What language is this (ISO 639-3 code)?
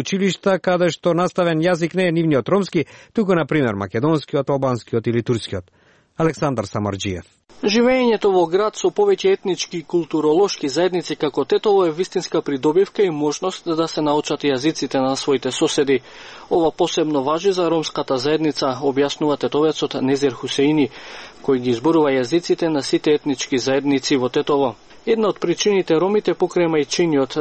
mkd